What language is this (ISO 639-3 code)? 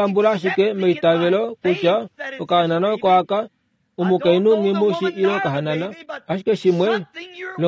kua